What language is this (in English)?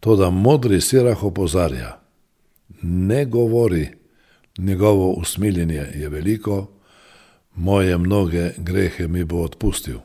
Slovenian